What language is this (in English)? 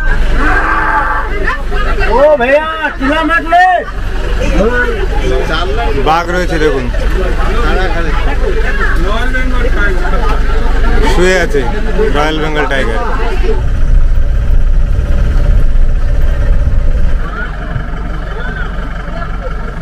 Bangla